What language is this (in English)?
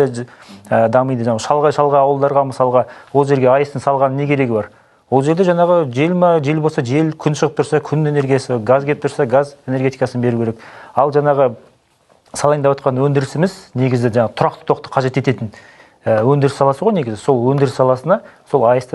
Kazakh